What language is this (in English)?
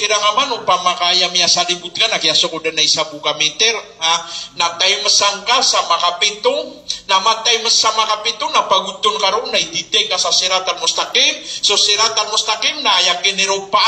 Maranao